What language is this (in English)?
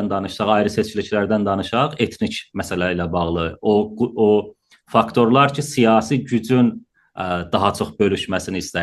South Azerbaijani